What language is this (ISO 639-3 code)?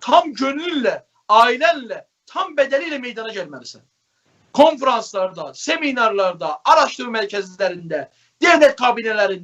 azb